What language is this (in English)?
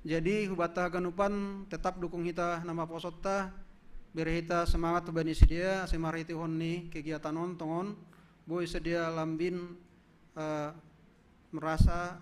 Batak Simalungun